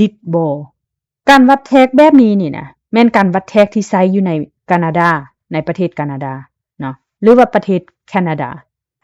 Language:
Lao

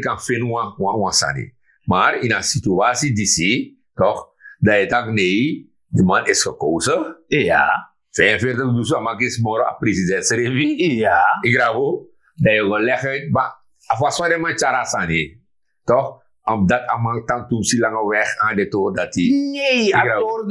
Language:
Sranan Tongo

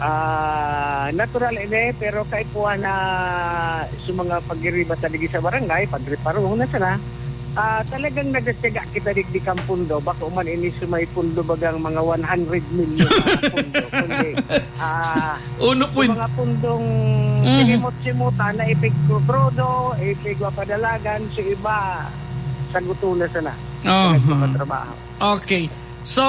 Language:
Bikol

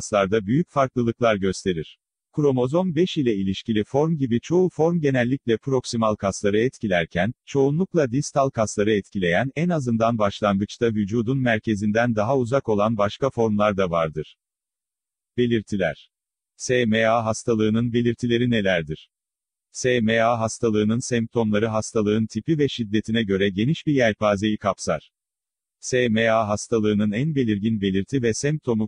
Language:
Turkish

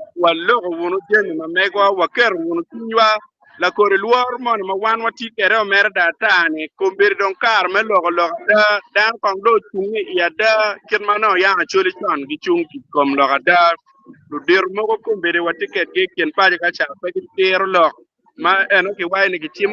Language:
Acoli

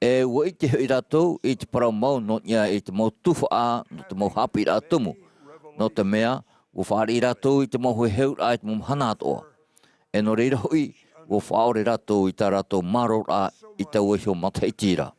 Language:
Tahitian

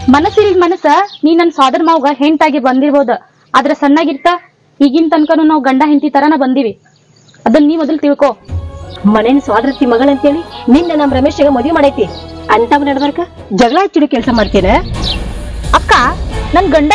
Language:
Kannada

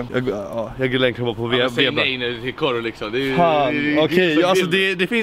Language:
Swedish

